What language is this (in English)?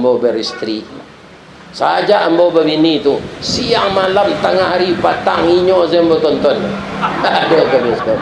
Minangkabau